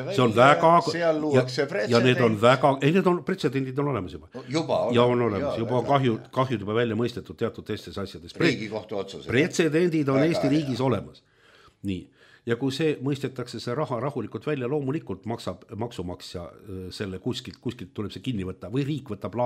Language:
Estonian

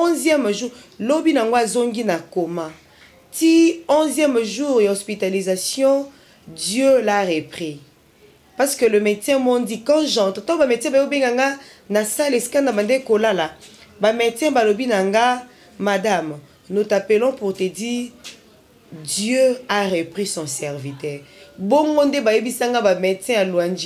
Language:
Lingala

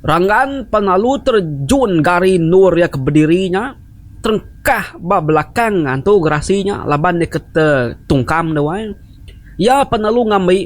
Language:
Iban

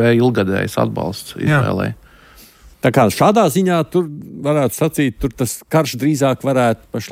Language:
Latvian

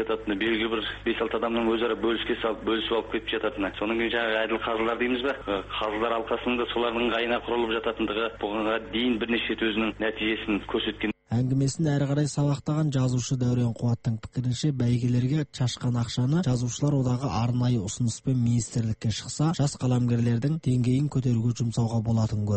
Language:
Kazakh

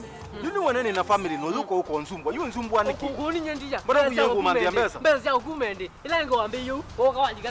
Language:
Kamba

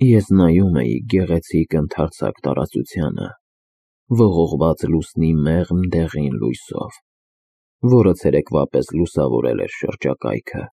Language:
Armenian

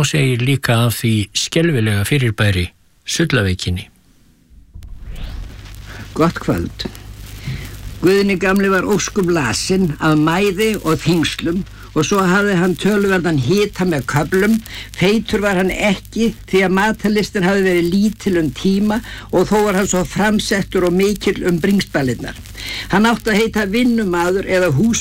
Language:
Icelandic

